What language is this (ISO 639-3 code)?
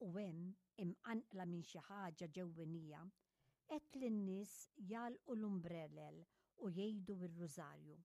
mlt